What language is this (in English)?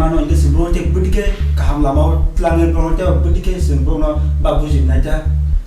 Kok Borok